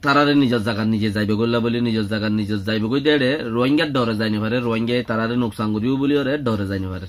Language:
Rohingya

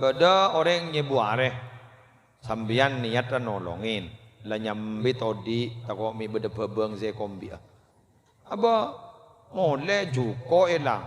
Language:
Madurese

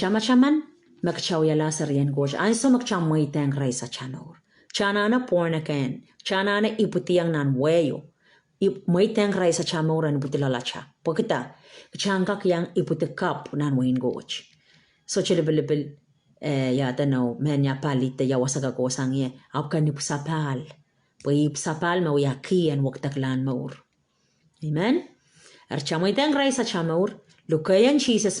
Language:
Pohnpeian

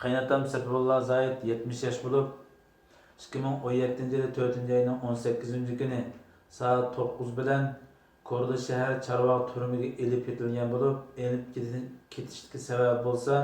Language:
Uyghur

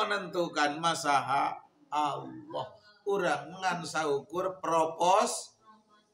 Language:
Sundanese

